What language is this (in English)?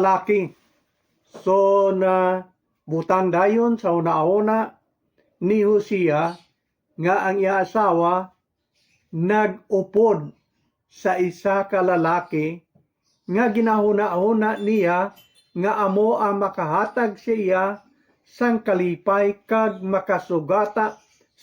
Hiligaynon